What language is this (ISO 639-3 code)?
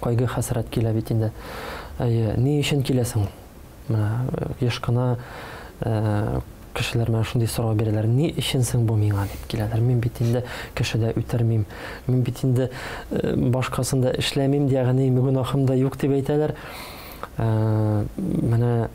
tat